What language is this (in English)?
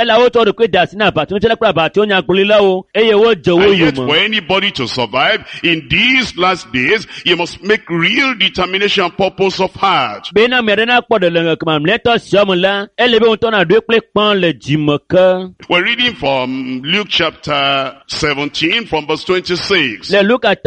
Ewe